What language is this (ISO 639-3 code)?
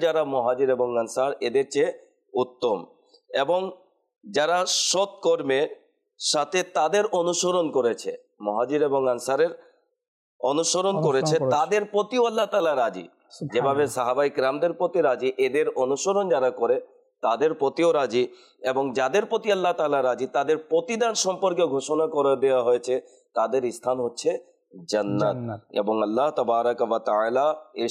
ben